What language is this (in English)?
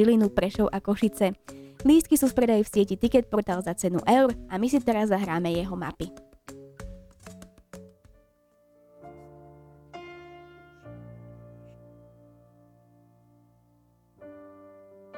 Slovak